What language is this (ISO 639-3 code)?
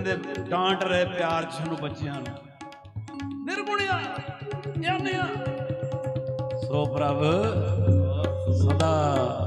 pan